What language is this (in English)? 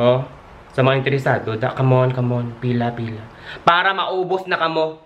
Hiligaynon